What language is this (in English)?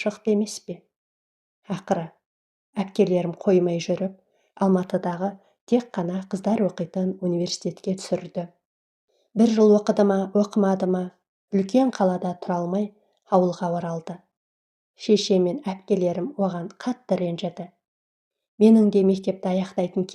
Kazakh